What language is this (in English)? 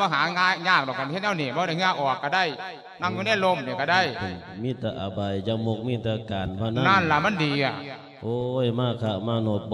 Lao